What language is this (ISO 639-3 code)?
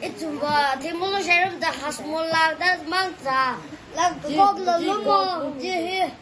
nmf